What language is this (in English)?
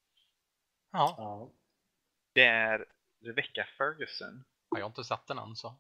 Swedish